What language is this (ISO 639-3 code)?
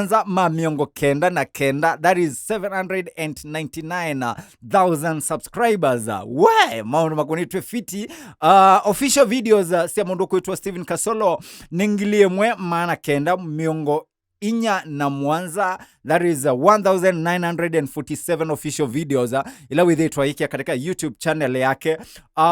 kam